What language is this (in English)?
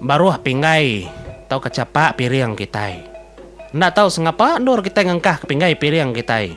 Iban